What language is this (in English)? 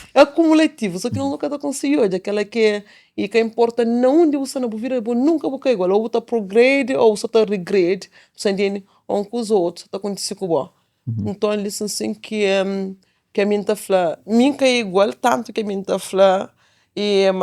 Kabuverdianu